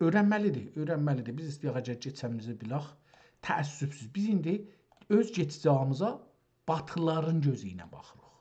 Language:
South Azerbaijani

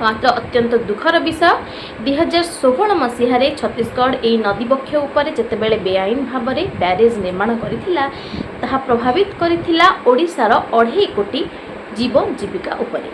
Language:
Odia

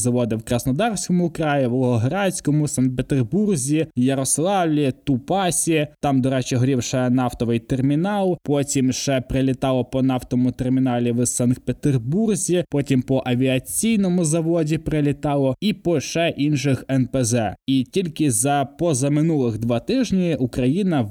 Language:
Ukrainian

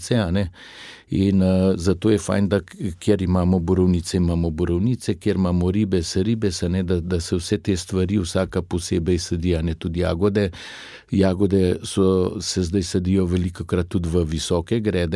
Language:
Slovenian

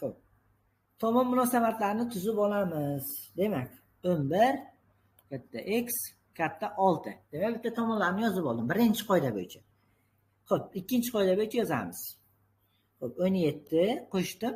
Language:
Uzbek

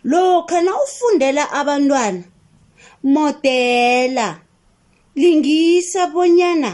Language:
South Ndebele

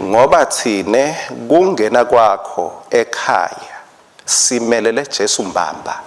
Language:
Swati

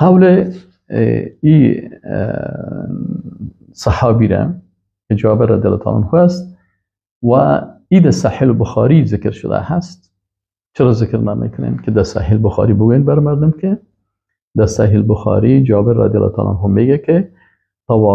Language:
Persian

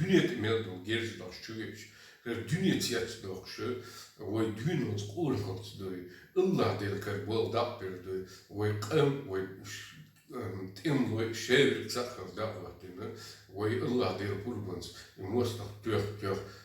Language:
Chechen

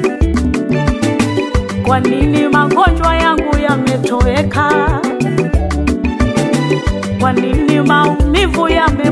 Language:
Swahili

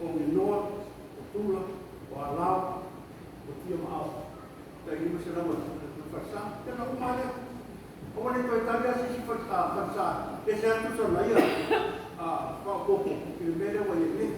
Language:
Samoan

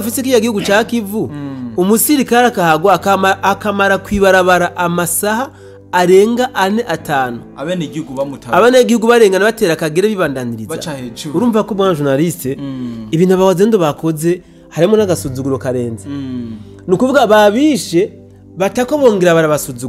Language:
Rundi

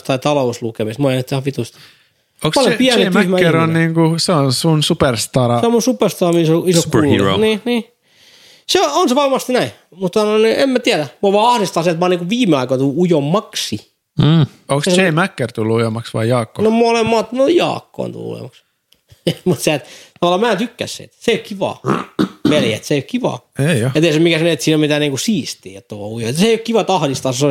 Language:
Finnish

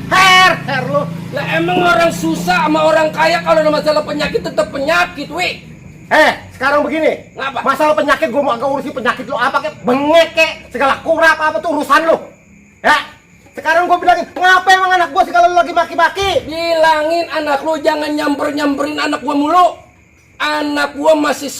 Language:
Betawi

